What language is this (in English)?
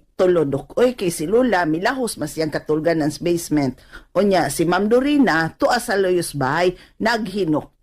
Cebuano